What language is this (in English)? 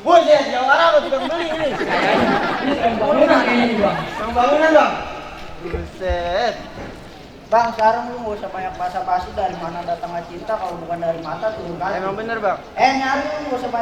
Betawi